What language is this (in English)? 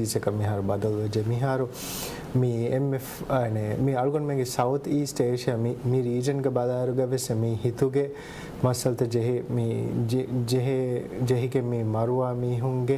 Divehi